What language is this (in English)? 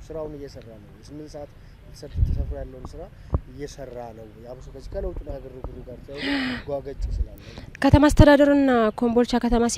Amharic